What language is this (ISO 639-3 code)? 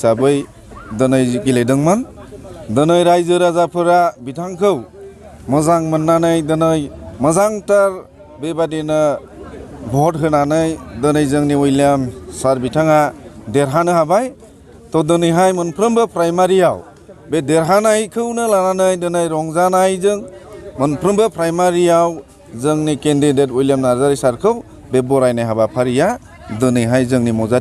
brx